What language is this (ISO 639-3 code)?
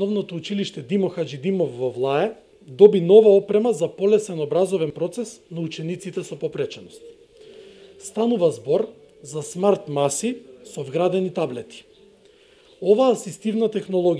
mkd